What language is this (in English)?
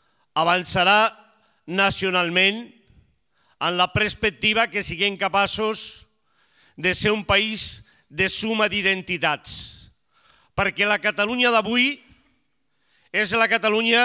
Catalan